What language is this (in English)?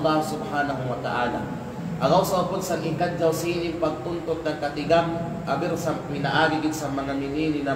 Kalagan